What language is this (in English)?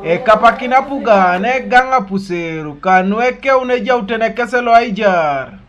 Teso